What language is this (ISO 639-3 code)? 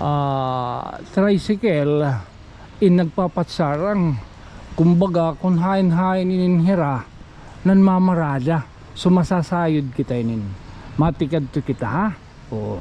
war